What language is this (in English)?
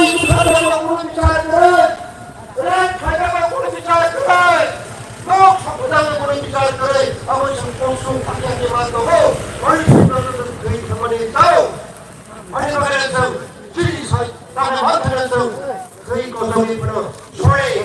Kok Borok